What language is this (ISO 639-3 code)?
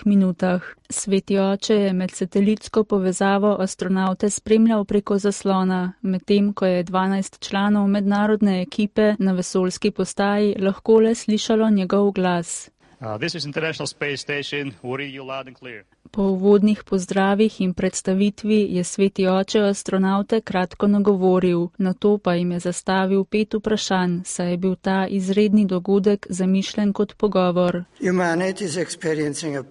slv